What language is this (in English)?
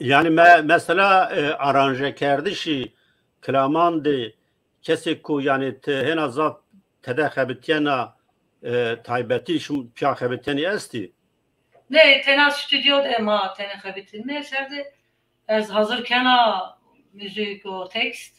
Zaza